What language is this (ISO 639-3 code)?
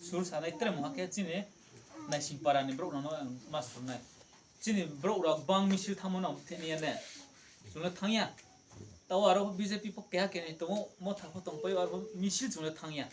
ria